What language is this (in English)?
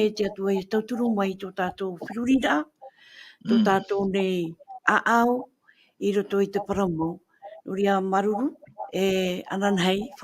Tahitian